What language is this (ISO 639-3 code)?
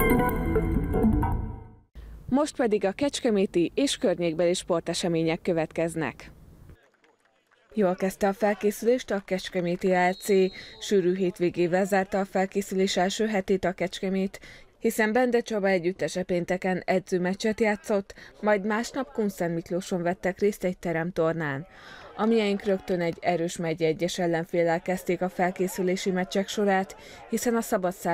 hun